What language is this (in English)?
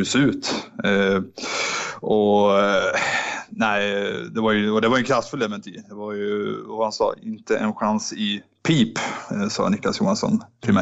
Swedish